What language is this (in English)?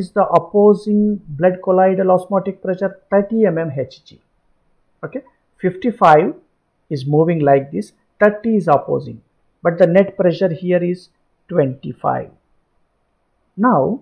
English